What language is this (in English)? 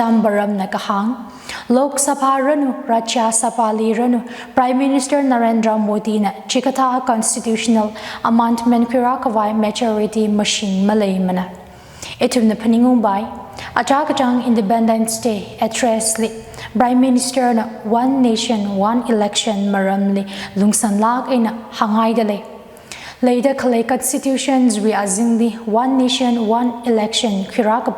Tangkhul Naga (India)